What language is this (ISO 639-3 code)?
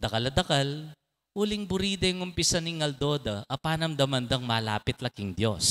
pam